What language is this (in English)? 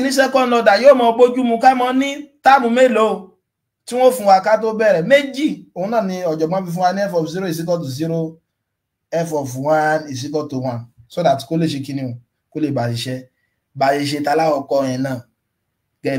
Yoruba